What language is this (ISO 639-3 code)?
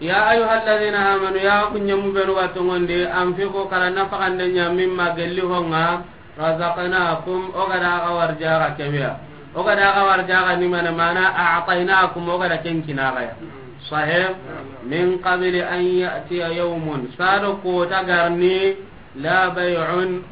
snk